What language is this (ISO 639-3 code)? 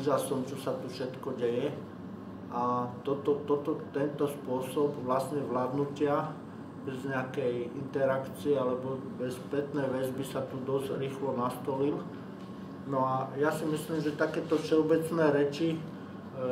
slk